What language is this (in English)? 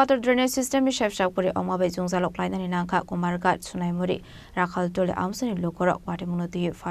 Kok Borok